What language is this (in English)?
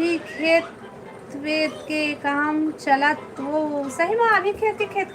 Chhattisgarhi